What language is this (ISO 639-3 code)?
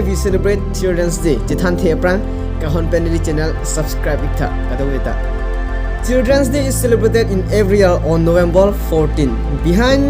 mjw